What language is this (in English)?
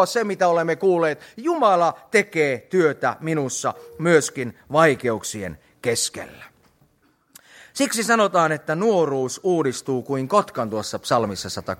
Finnish